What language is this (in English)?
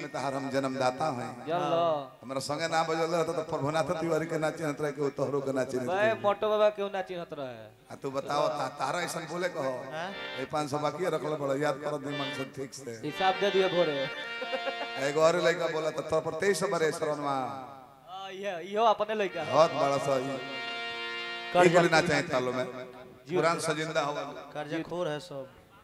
Bhojpuri